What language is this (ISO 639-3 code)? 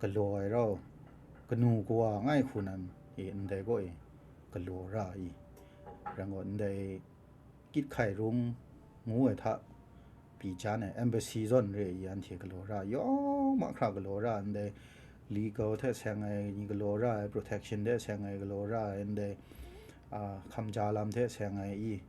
kac